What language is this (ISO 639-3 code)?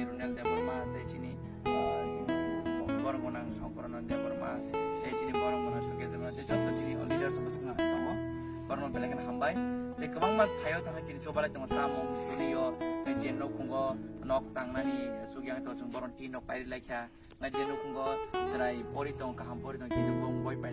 trp